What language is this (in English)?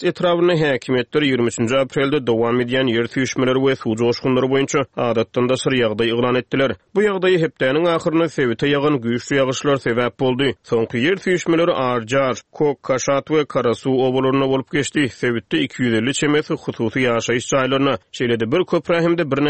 Turkmen